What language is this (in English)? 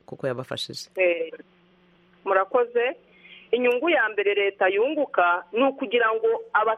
Kinyarwanda